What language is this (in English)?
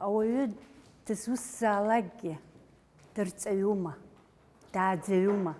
Abkhazian